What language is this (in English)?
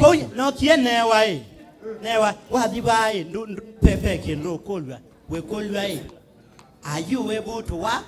Kamba